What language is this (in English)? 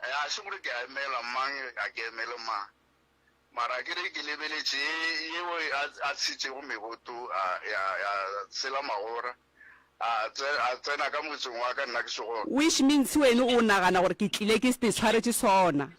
Northern Sotho